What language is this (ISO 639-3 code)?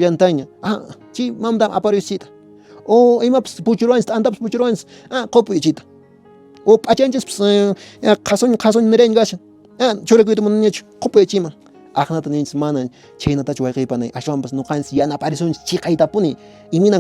que